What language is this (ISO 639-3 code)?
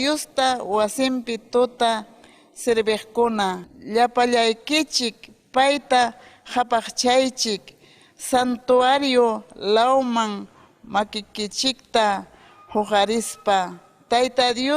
quy